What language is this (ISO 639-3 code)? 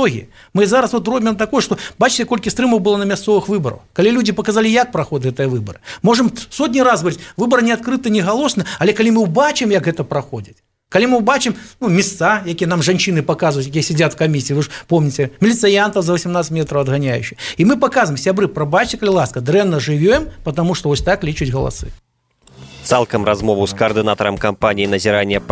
bel